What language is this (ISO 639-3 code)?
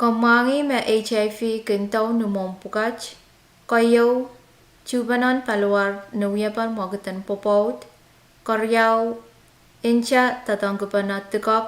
pon